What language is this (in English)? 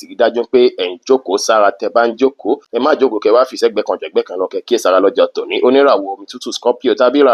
Yoruba